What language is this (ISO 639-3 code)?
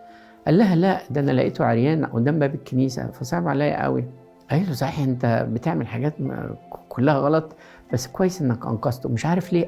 arz